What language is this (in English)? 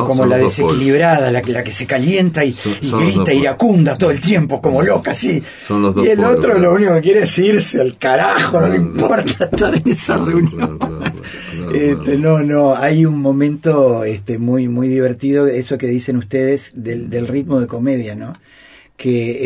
Spanish